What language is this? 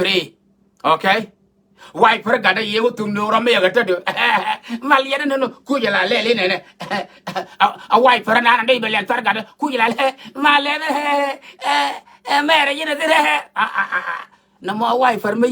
Nuer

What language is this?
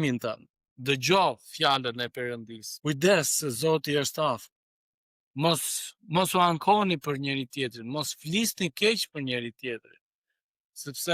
Albanian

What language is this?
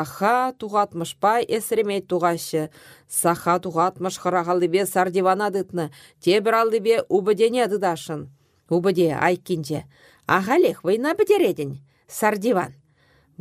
Chuvash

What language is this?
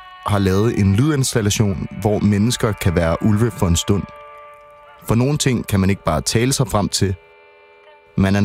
Danish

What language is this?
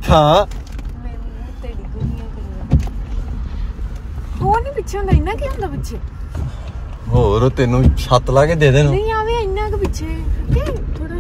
Punjabi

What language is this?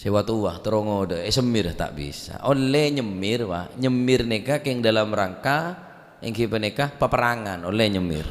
Madurese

